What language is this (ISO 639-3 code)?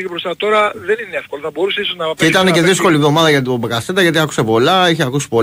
ell